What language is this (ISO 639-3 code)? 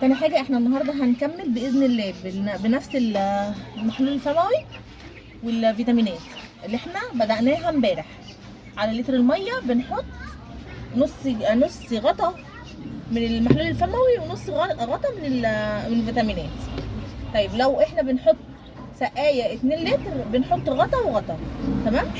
arz